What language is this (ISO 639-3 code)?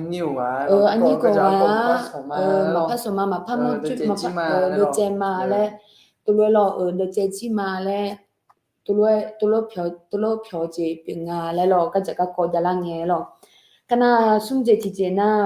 ahk